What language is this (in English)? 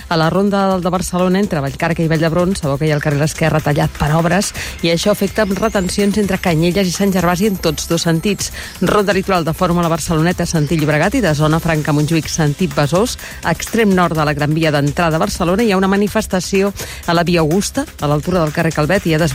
Catalan